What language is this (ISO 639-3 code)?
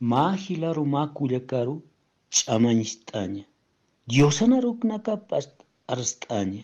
aym